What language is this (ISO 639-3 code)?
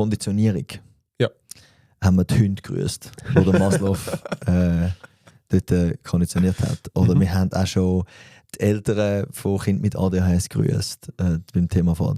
gsw